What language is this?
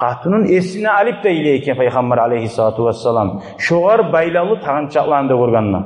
Kumyk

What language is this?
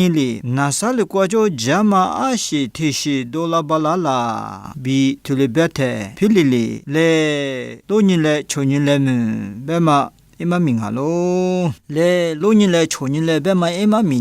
Lisu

